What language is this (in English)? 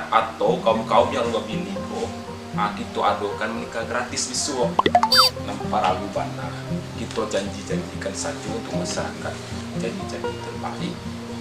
Minangkabau